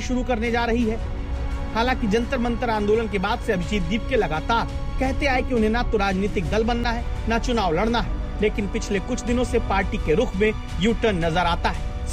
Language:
Hindi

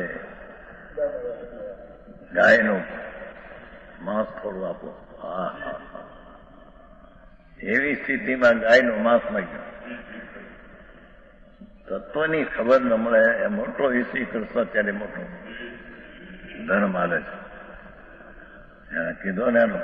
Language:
Gujarati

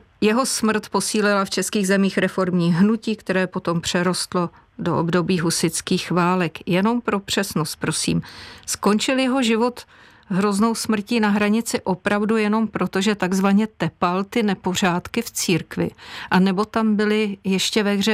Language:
Czech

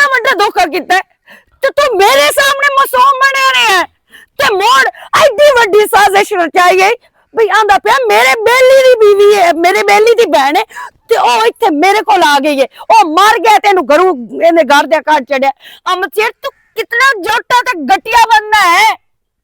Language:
Western Panjabi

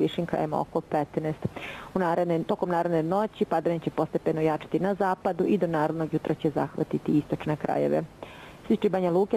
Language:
Bosnian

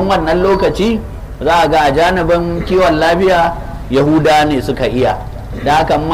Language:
Hausa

